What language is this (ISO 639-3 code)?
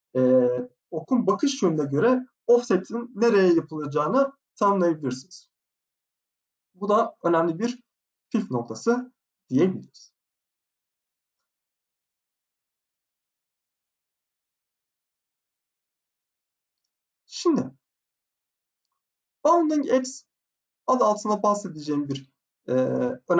tur